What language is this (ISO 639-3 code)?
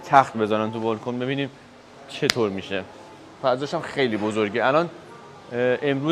fas